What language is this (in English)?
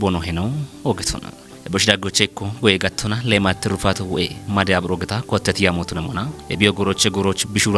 Kafa